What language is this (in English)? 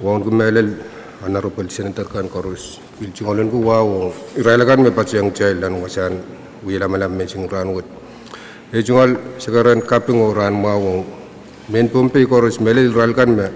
Pohnpeian